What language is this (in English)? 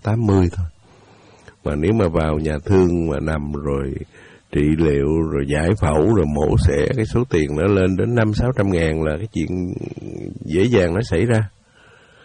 Vietnamese